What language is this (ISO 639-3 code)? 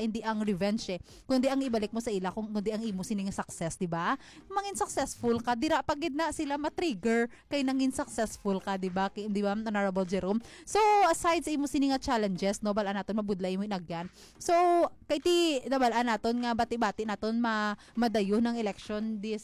hil